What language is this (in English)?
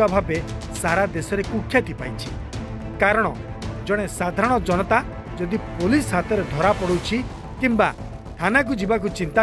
Odia